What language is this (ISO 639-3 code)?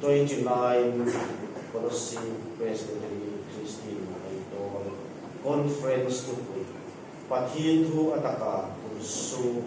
hmr